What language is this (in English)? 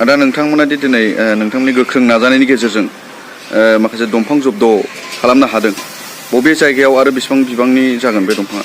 Bodo